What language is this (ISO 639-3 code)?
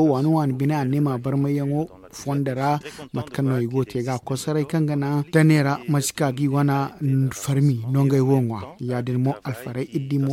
dje